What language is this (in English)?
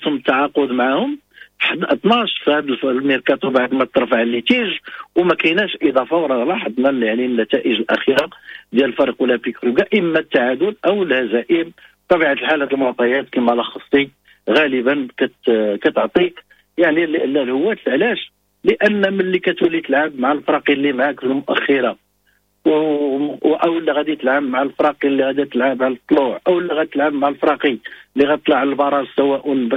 Moroccan Arabic